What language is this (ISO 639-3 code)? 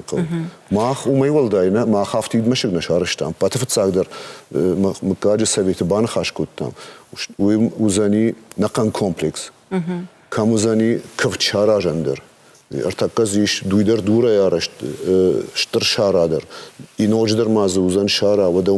oss